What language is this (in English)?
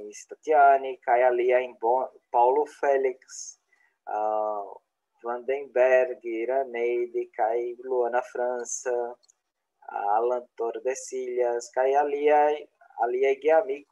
Esperanto